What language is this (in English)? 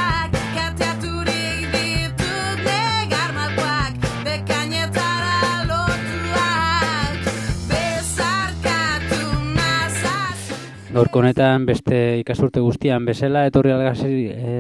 Basque